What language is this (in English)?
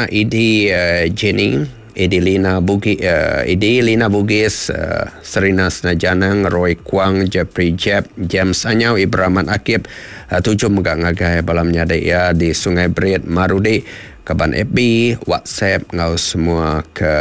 Iban